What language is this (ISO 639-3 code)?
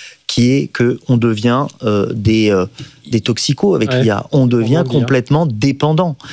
fra